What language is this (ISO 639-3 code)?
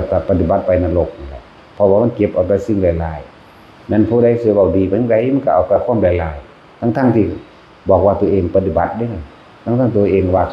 tts